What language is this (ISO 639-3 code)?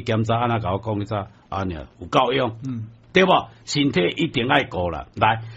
nan